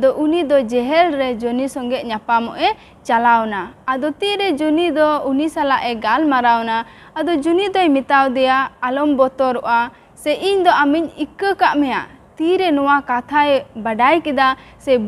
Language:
Santali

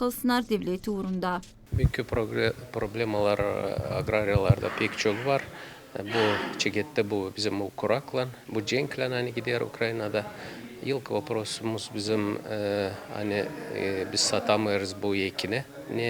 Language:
Gagauz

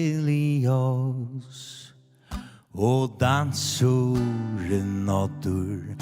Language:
Faroese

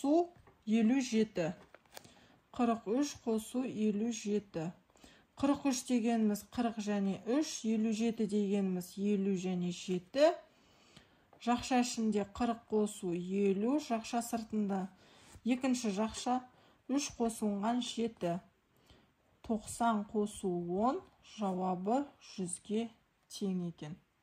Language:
Kazakh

